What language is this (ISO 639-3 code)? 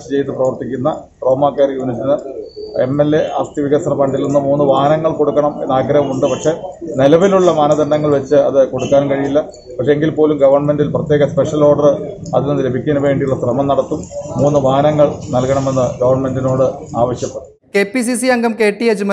mal